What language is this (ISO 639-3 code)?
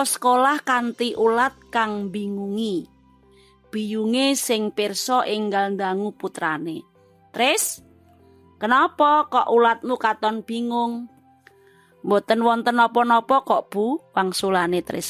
jav